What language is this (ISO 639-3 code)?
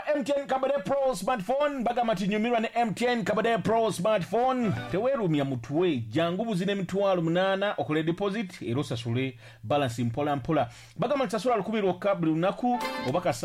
lug